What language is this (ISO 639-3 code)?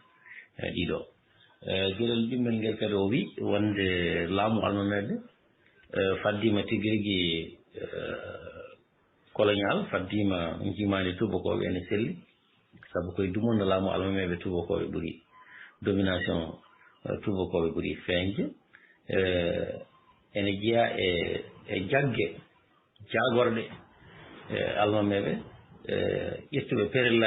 ful